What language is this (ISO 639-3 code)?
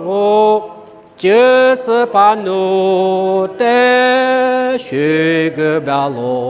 lis